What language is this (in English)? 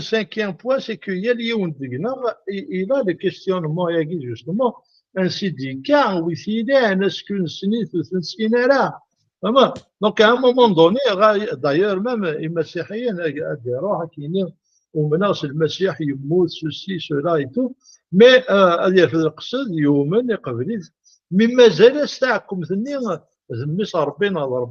Kabyle